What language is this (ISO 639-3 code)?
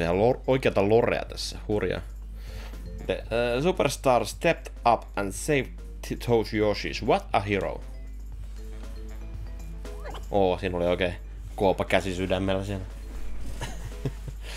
fin